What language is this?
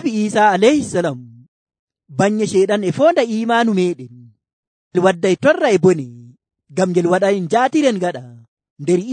Nigerian Fulfulde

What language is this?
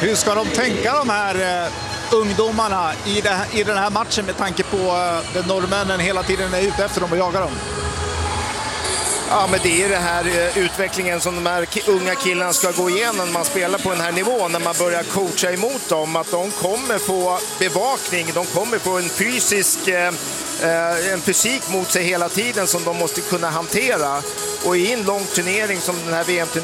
Swedish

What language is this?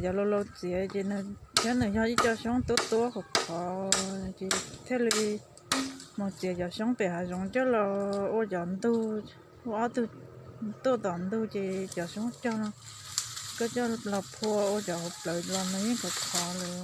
Hmong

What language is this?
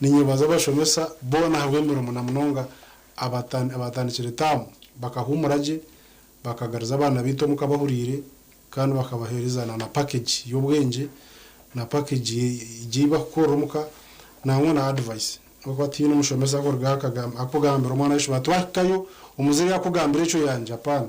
Nyankole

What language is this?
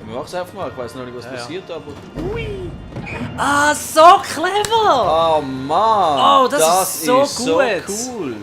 Swiss German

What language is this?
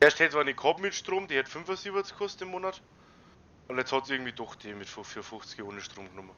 Bavarian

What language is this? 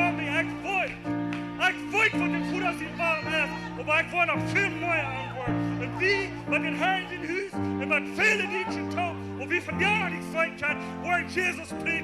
Plautdietsch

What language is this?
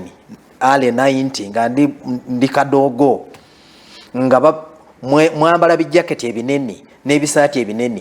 Ganda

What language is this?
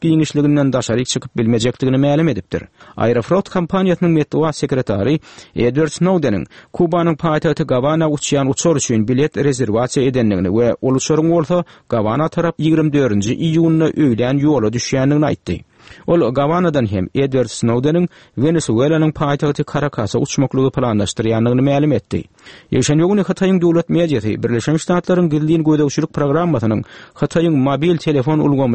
Turkmen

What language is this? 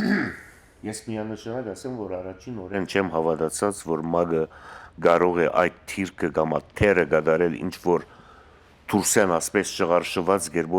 Western Armenian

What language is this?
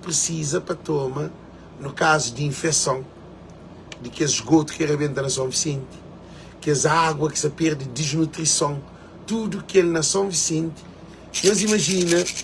Kabuverdianu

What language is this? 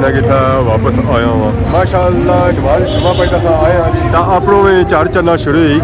Pahari-Potwari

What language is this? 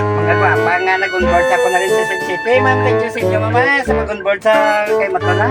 Hiligaynon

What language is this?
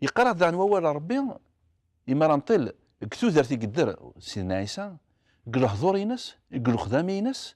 Kabyle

